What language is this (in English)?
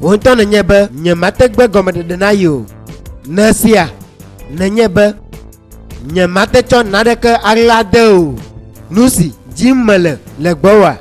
Ewe